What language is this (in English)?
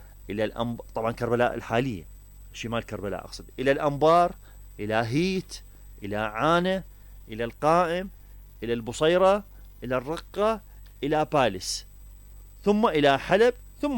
Mesopotamian Arabic